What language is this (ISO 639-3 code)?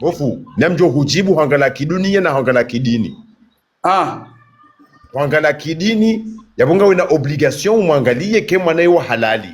zdj